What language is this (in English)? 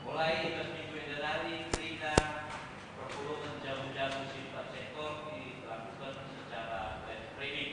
Batak Karo